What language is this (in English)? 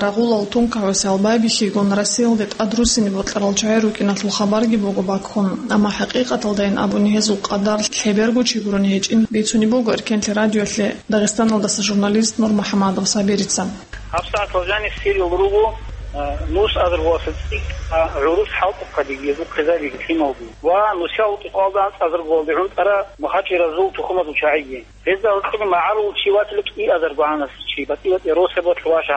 Avaric